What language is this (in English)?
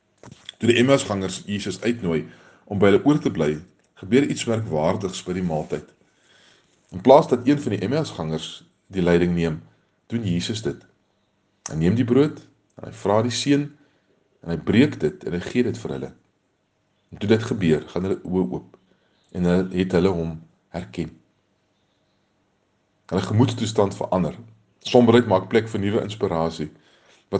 Afrikaans